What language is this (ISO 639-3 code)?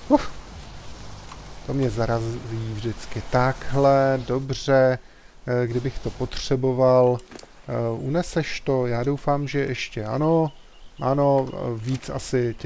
ces